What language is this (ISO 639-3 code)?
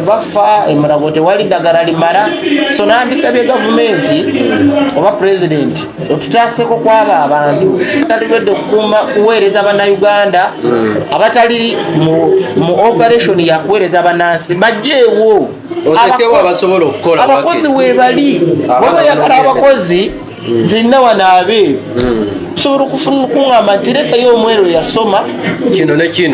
lug